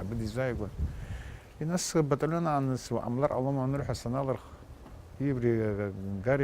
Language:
Abkhazian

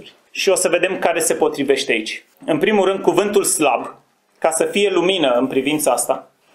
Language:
Romanian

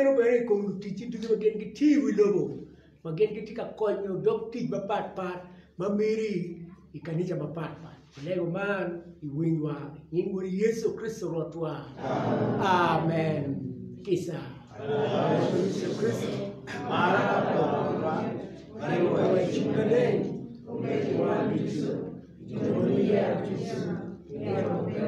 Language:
Acoli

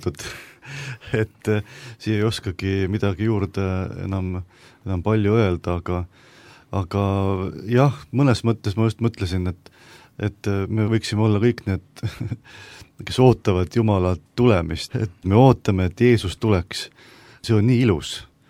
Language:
Estonian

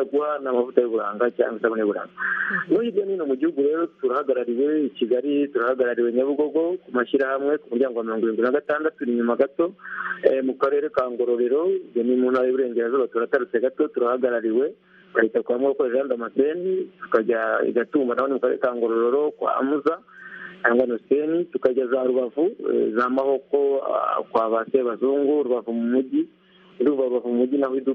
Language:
Kinyarwanda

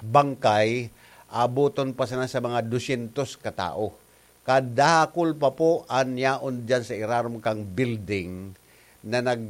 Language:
Bikol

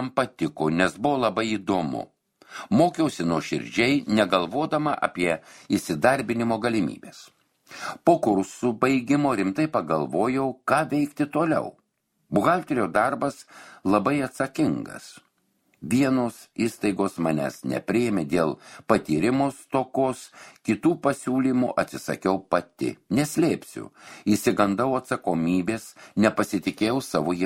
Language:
Lithuanian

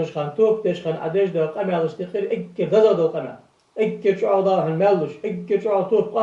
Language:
Ingush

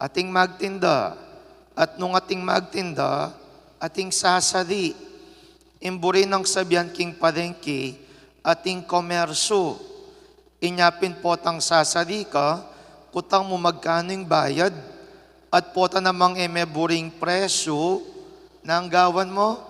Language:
Pampanga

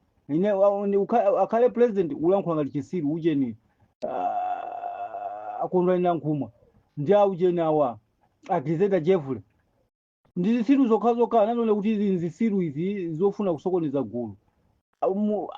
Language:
Nyanja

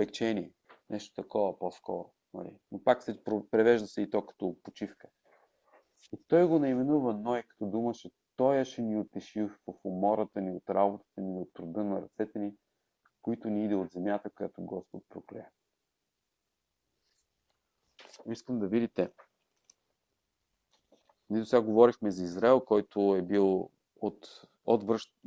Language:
Bulgarian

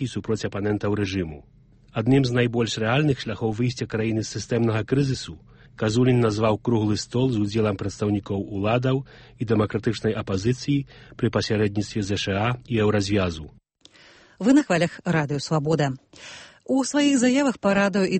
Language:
Belarusian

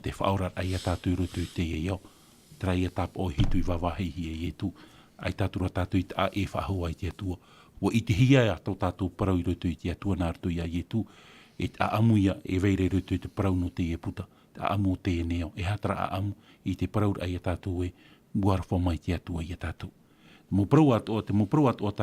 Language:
Tahitian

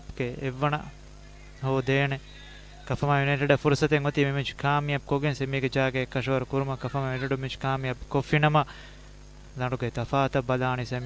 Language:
Divehi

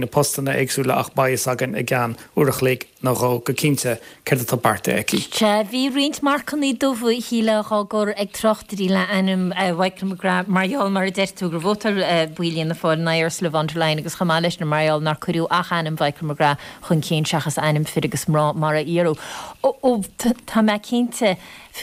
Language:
Irish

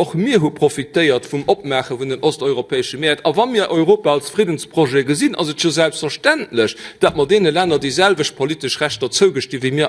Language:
Luxembourgish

